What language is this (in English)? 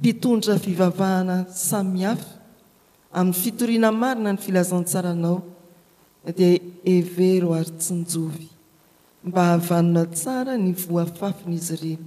Malagasy